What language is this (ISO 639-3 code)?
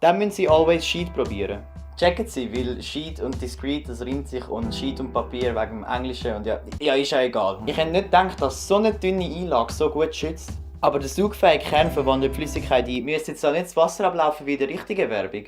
gsw